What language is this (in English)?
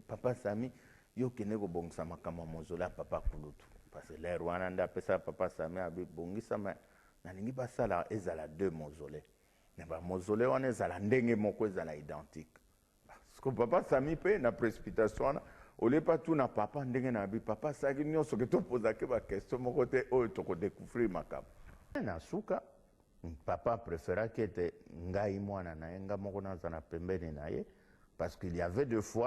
Lingala